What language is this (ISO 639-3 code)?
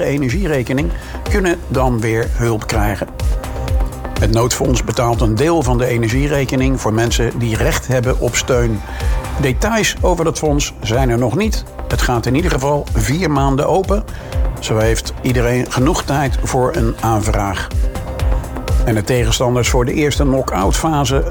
nld